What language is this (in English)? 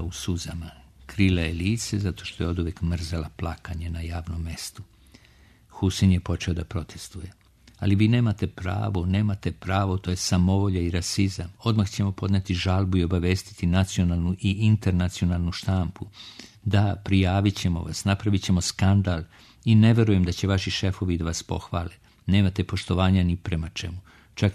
Serbian